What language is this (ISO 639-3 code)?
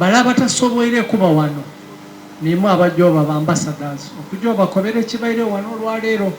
xog